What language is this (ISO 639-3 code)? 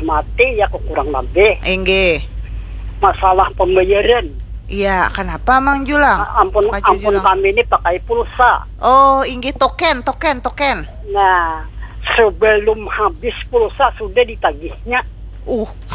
bjn